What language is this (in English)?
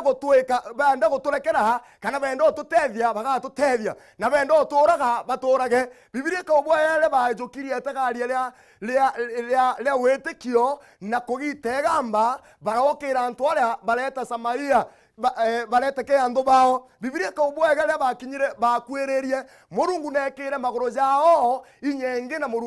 Meru